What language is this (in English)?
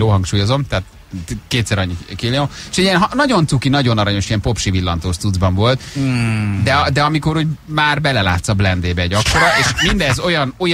Hungarian